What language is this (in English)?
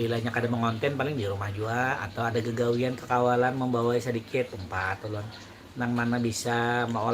Banjar